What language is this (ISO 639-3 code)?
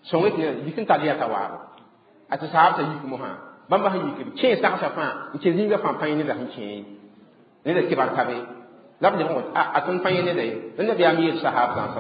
mos